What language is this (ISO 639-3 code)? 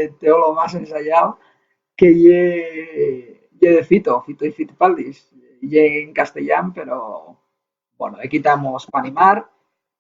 ast